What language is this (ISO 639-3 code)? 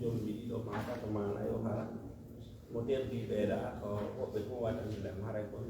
ful